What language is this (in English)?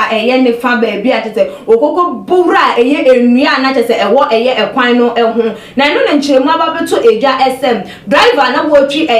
Akan